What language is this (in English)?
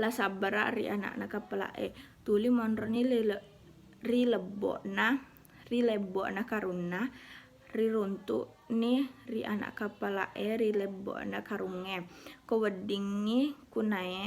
Buginese